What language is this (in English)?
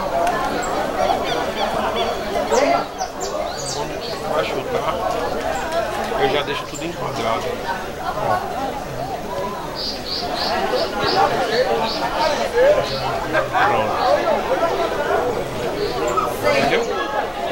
Portuguese